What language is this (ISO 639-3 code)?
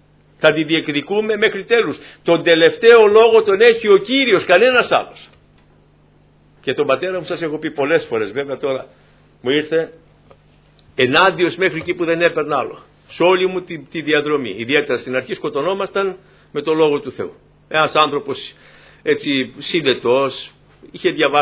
ell